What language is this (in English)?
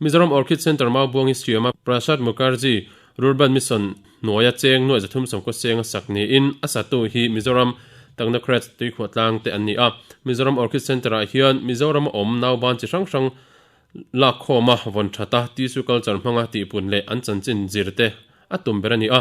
Mizo